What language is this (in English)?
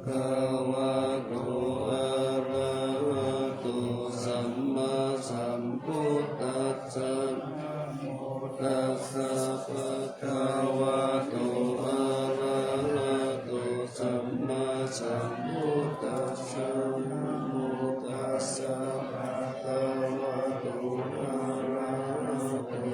Pali